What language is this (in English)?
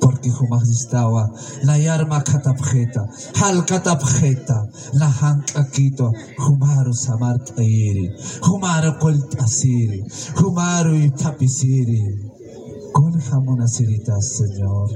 Aymara